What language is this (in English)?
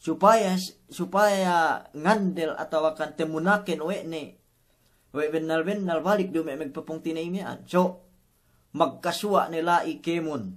Yakan